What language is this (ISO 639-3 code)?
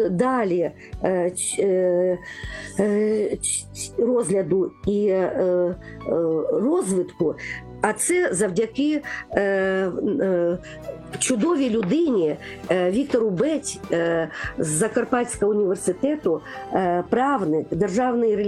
ukr